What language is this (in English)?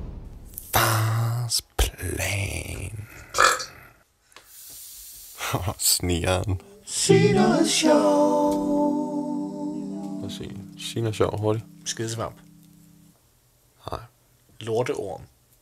Danish